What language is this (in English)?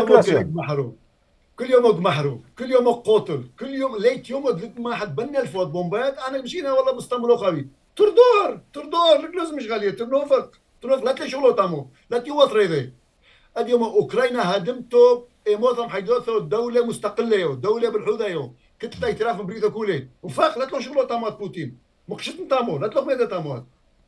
Turoyo